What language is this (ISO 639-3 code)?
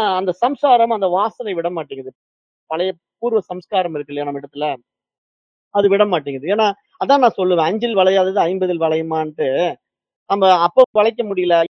tam